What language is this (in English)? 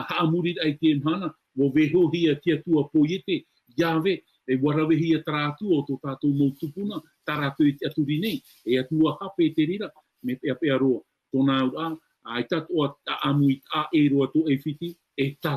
Tahitian